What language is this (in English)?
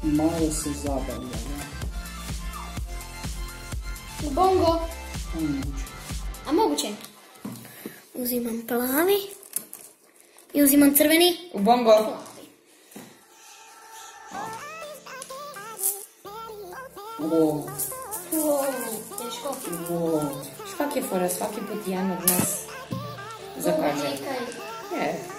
Croatian